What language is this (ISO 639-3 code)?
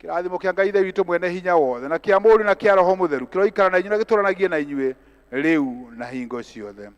kik